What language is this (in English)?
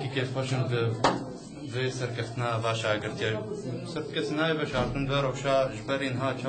Kurdish